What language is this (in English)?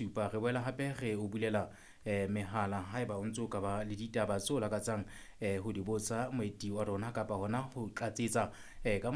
Southern Sotho